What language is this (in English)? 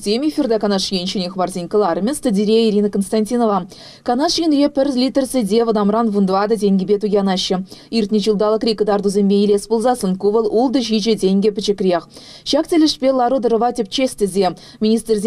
Chuvash